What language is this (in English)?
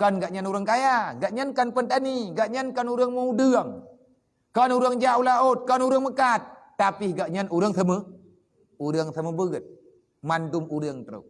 Achinese